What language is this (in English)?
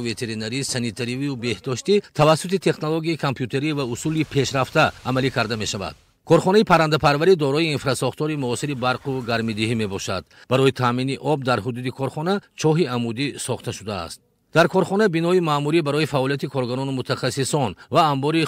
Tajik